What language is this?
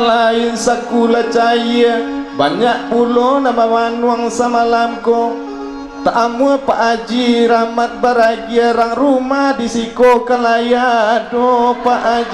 Minangkabau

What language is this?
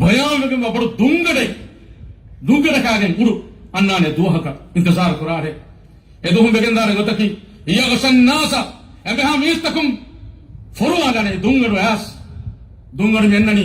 Divehi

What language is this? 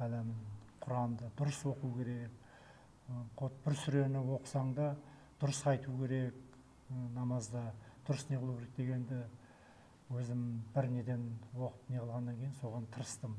Kazakh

